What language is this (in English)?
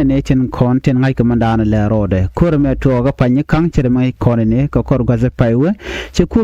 Nuer